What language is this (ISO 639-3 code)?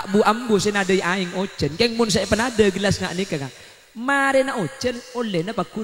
mad